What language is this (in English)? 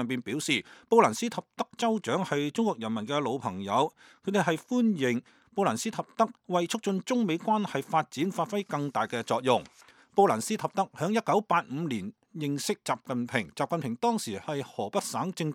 Cantonese